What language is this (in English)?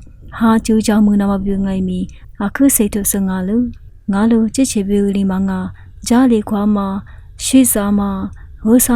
Lisu